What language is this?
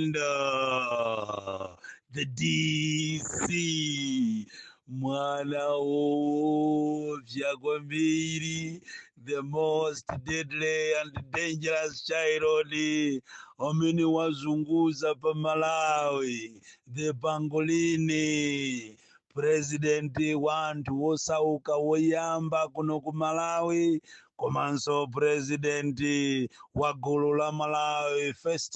Nyanja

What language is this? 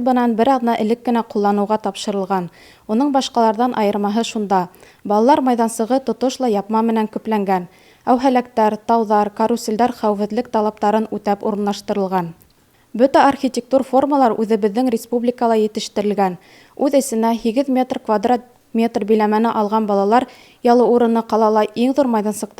Bashkir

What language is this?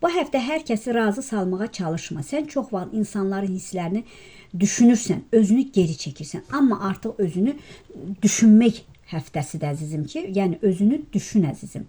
Azerbaijani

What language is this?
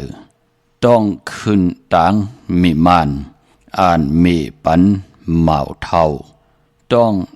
Shan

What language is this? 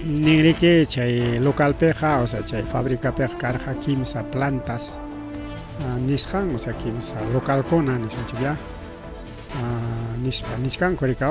Ayacucho Quechua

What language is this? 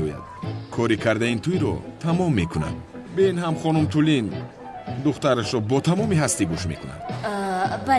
Tajik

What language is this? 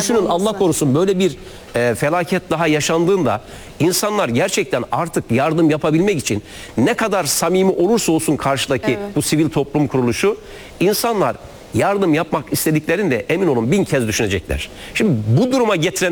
Turkish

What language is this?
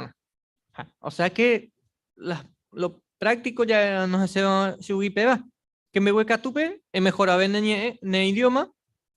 Guarani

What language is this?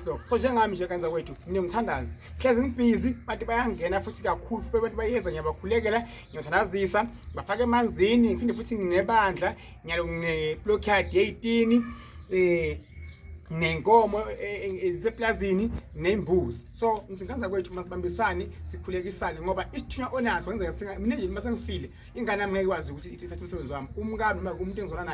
Zulu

